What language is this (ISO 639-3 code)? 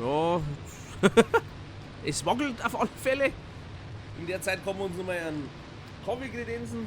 bar